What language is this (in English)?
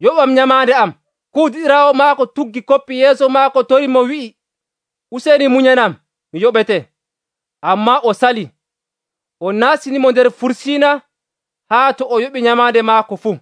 Nigerian Fulfulde